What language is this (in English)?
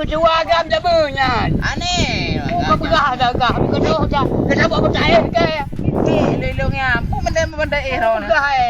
Achinese